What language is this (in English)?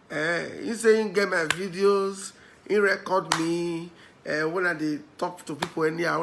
Nigerian Pidgin